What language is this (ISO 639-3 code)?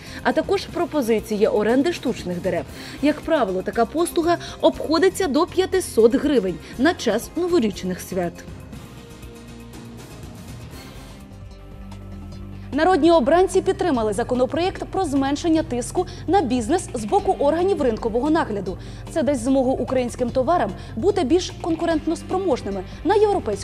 ukr